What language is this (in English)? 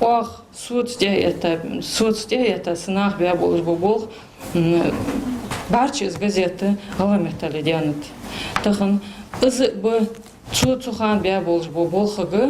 Ingush